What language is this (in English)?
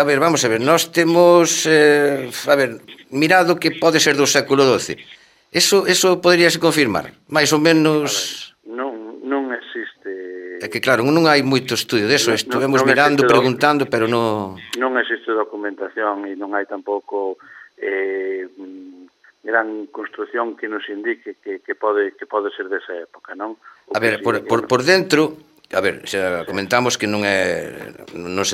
Galician